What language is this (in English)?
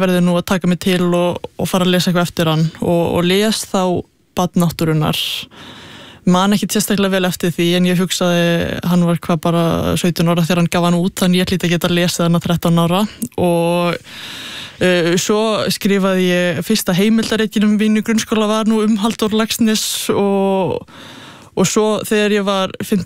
Icelandic